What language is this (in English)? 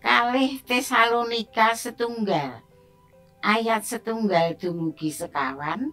Javanese